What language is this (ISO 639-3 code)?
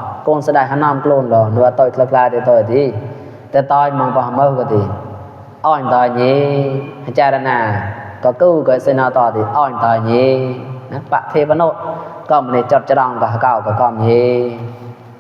mnw